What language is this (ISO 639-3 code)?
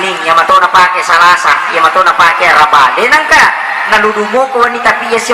bug